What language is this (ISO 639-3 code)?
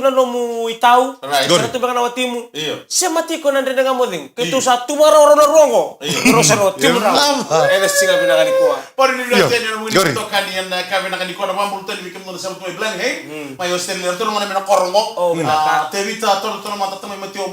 fij